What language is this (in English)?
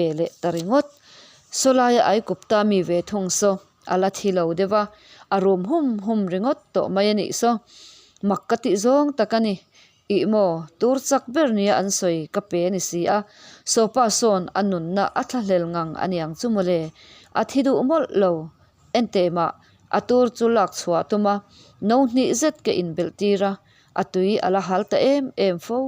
Mizo